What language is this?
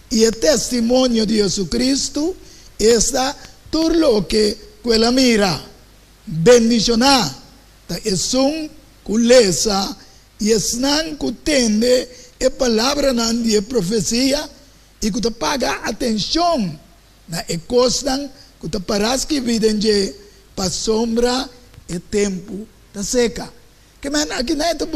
Papiamento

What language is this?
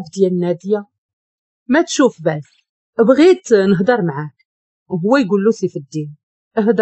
Moroccan Arabic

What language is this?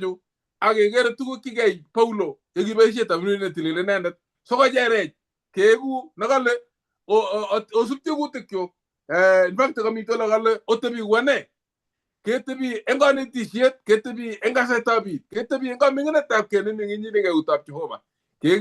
Kalenjin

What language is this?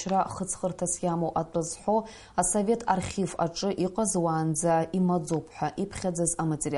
Abkhazian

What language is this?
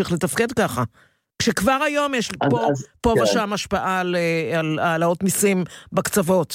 Hebrew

